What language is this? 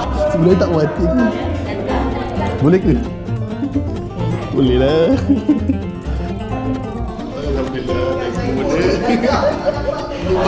Malay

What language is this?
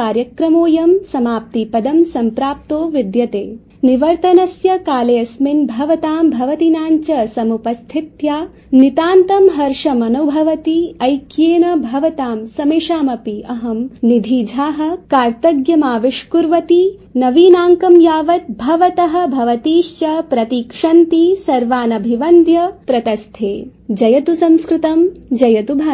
Sanskrit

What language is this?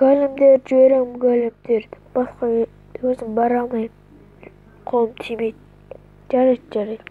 Kazakh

